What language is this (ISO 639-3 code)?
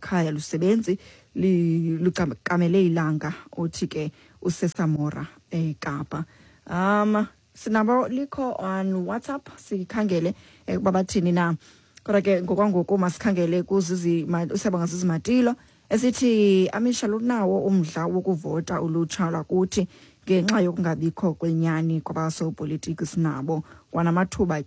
xho